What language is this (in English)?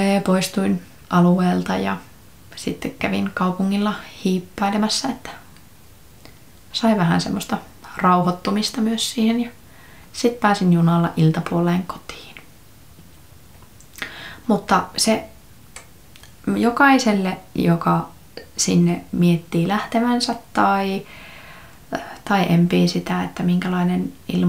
Finnish